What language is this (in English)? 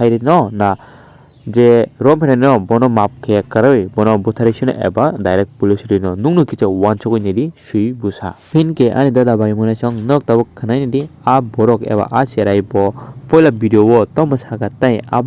Kok Borok